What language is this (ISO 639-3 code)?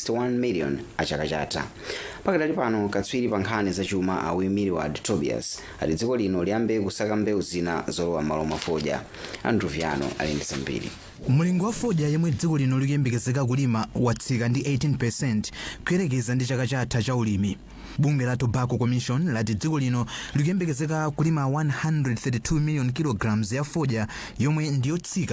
nya